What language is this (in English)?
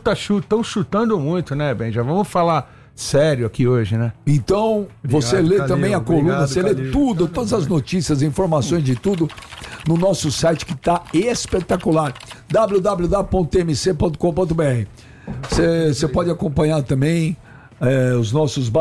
Portuguese